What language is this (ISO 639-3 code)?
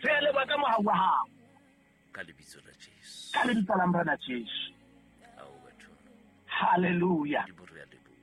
sot